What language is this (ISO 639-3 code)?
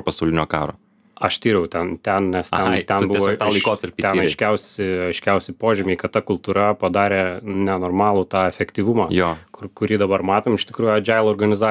lit